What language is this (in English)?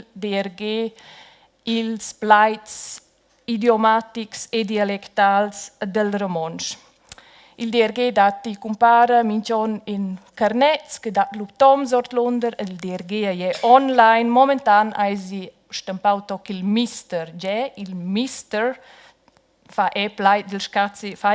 Romansh